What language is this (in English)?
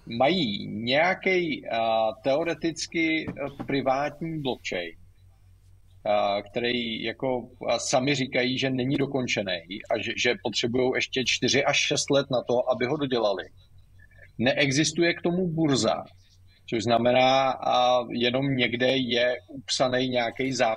Czech